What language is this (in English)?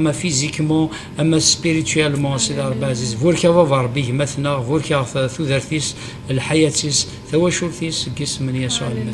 Kabyle